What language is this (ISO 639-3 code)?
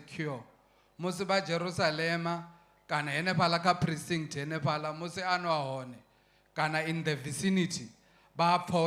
ven